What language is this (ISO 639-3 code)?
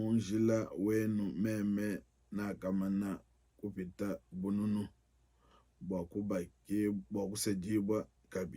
lua